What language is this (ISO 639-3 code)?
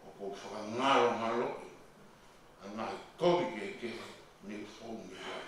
ton